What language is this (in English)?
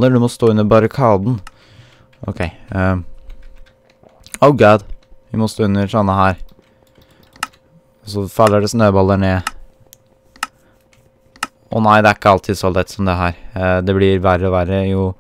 Norwegian